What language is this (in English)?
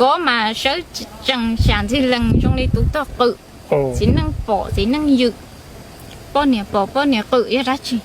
Hmong